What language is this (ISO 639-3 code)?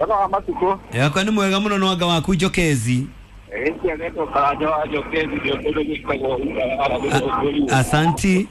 kik